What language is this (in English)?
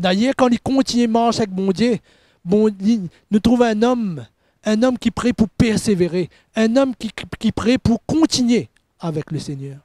Morisyen